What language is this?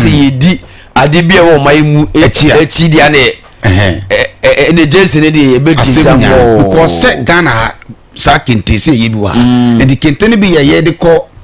Akan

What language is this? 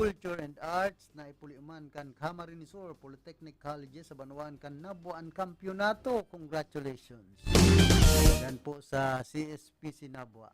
Bikol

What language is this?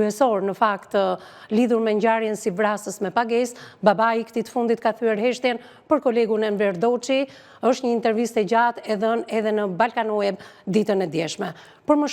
Albanian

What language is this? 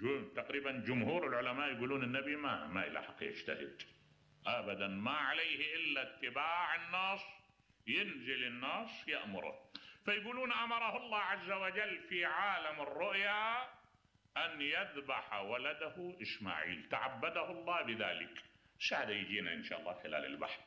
Mesopotamian Arabic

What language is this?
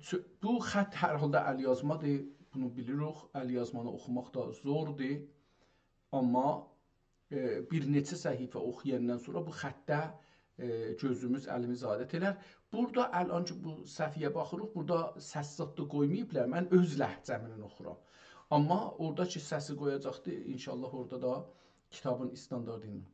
South Azerbaijani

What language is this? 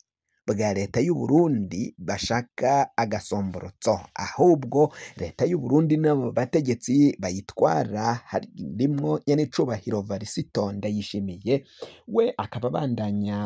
Rundi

